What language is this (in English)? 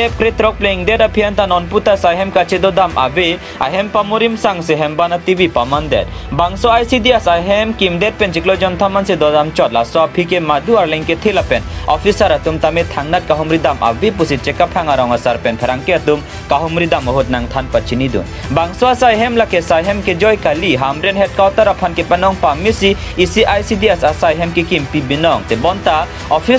Karbi